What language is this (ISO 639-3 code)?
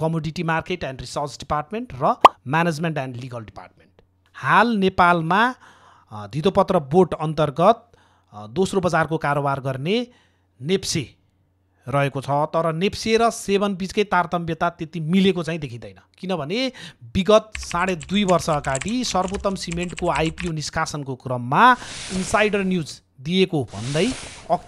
nep